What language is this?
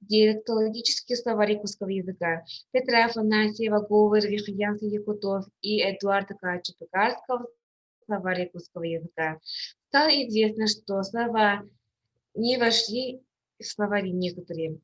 Yakut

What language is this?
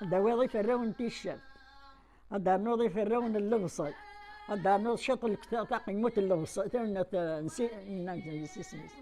Kabyle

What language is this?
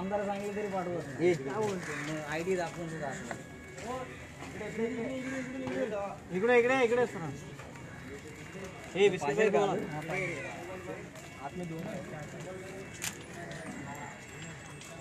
Marathi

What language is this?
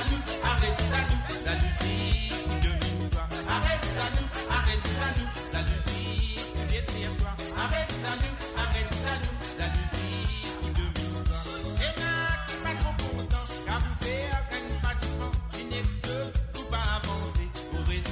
Morisyen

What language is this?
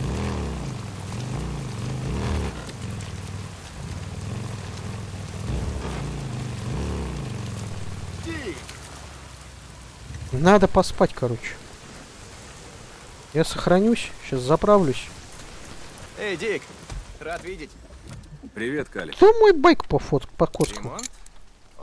Russian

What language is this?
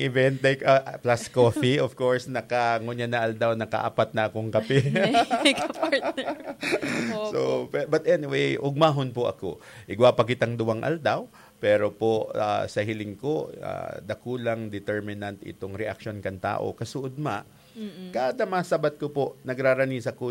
Bikol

